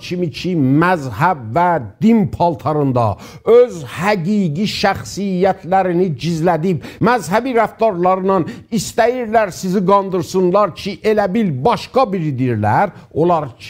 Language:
South Azerbaijani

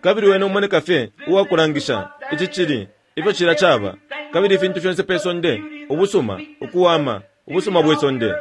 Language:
Bemba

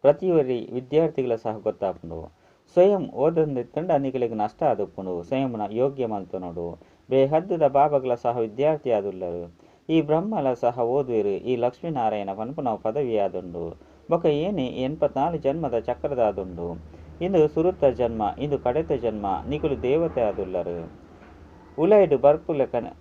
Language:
Tulu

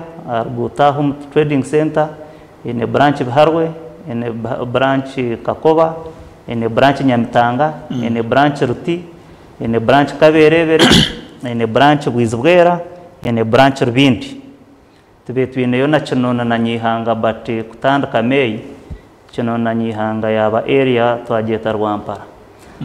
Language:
Nyankole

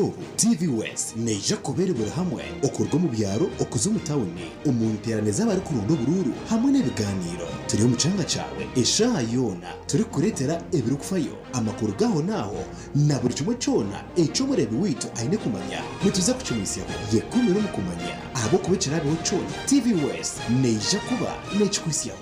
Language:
Nyankole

